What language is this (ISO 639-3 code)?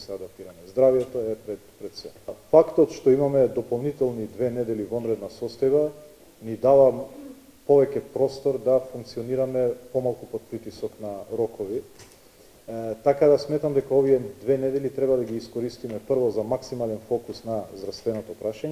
mkd